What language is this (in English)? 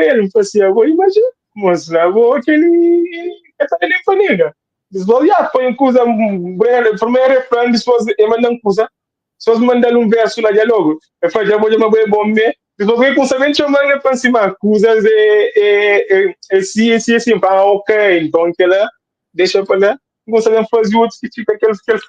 Kabuverdianu